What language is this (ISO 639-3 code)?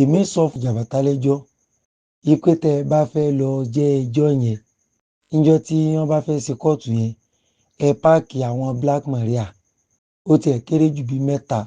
yor